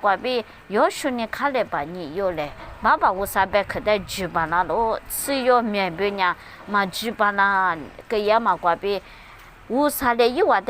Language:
Lisu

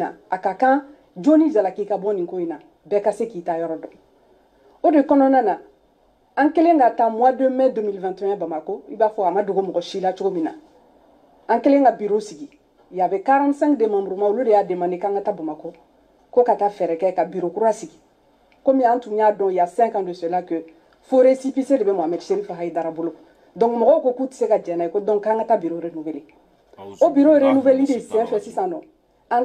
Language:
Bambara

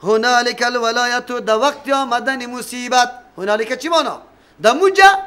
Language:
Persian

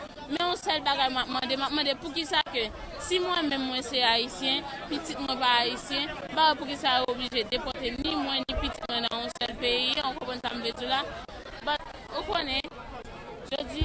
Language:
Haitian Creole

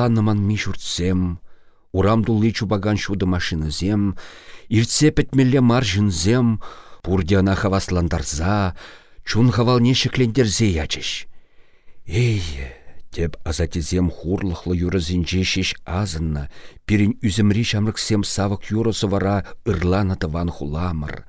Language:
Chuvash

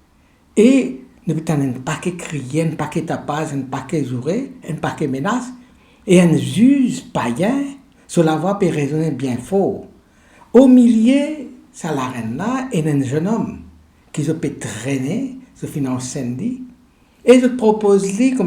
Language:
Morisyen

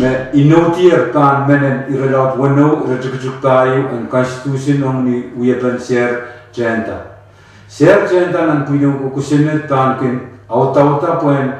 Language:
Pohnpeian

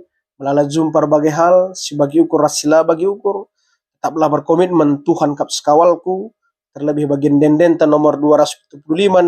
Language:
Batak Karo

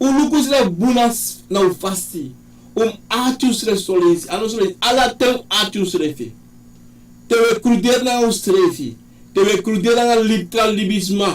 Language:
Sranan Tongo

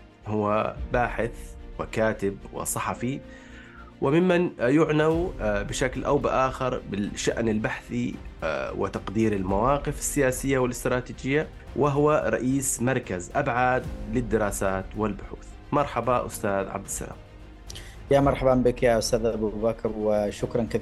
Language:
Arabic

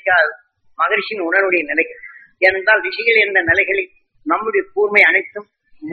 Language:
Tamil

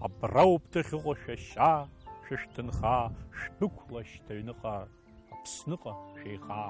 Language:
Abkhazian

